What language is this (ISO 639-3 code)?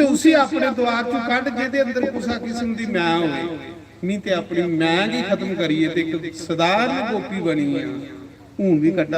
doi